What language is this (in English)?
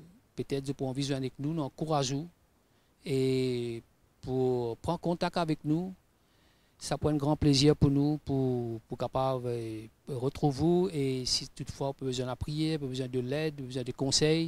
Morisyen